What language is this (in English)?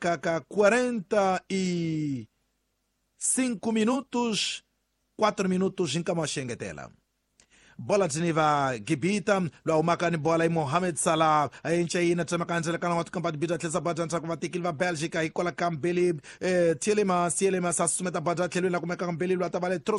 Tsonga